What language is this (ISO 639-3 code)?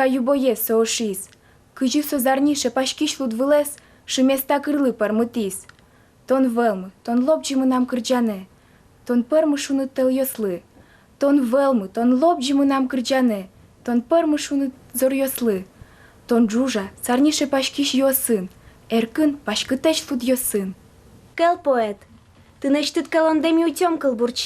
udm